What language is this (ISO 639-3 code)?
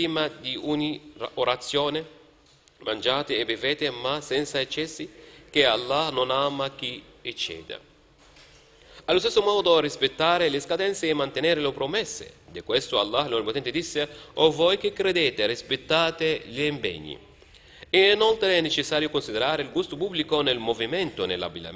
ita